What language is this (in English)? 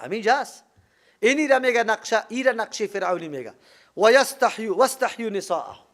Persian